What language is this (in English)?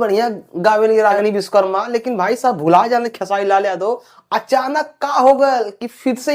Bhojpuri